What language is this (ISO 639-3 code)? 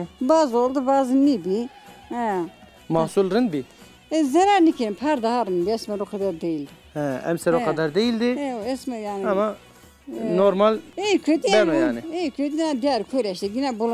zza